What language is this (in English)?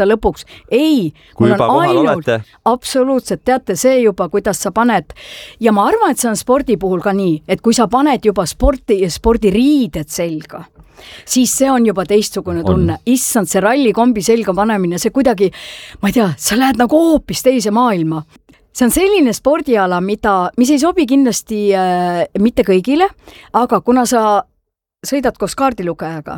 Estonian